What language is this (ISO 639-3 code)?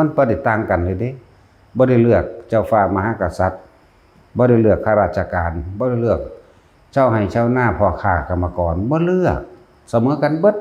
lao